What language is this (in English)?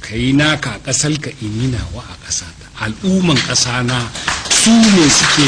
Hausa